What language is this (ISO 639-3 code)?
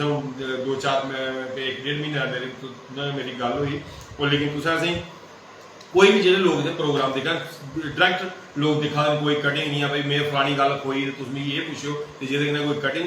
doi